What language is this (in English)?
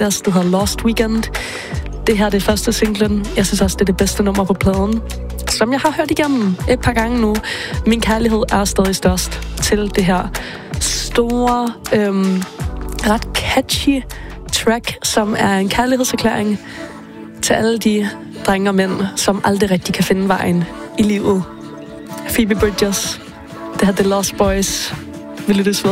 Danish